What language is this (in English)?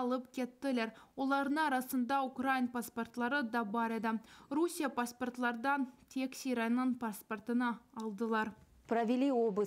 Crimean Tatar